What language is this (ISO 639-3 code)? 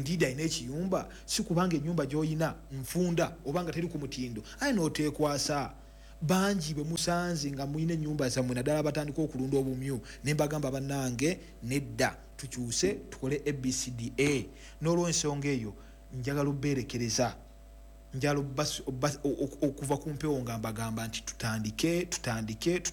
lug